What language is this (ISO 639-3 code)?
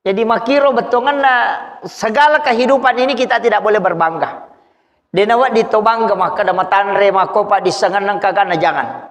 bug